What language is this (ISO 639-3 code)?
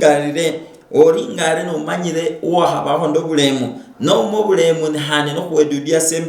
luy